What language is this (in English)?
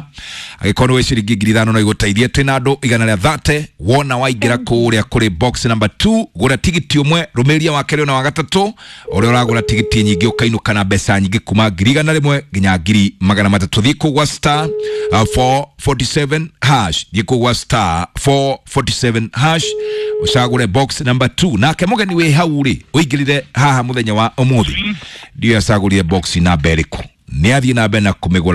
Kikuyu